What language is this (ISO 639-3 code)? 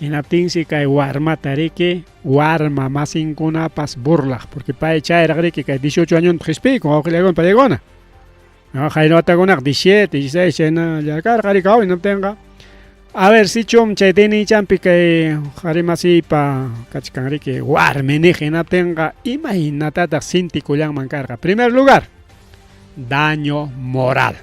quy